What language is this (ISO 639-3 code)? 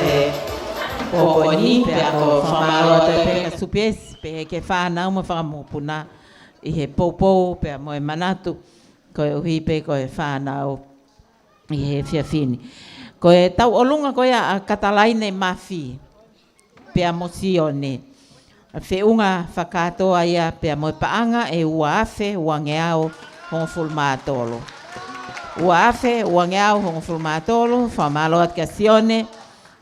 ton